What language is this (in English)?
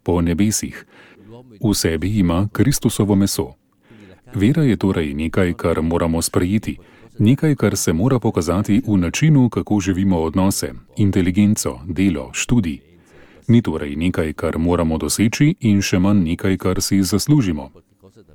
Slovenian